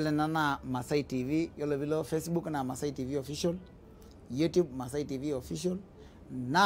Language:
Masai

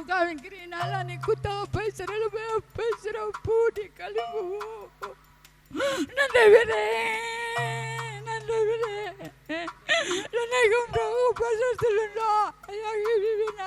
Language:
Batak Karo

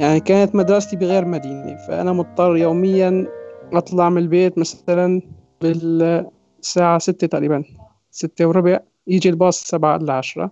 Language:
North Levantine Arabic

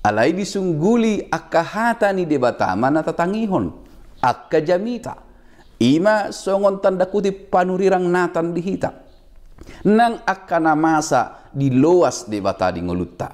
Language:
Batak Toba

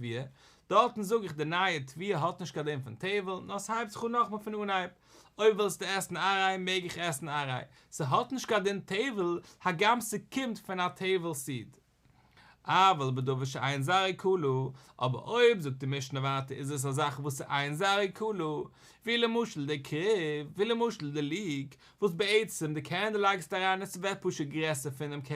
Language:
Yiddish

